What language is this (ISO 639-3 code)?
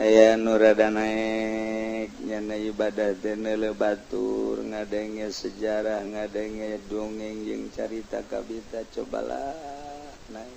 sun